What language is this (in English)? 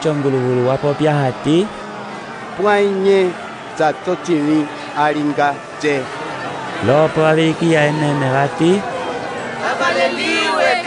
Umbundu